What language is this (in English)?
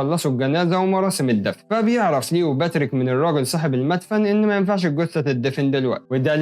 Egyptian Arabic